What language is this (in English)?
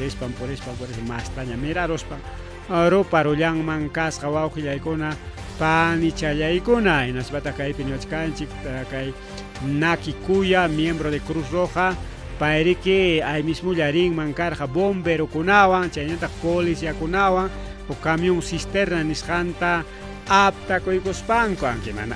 Ayacucho Quechua